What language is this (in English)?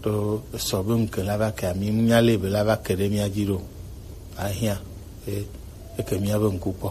Gen